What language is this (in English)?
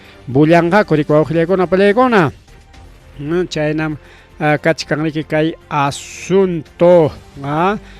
Ayacucho Quechua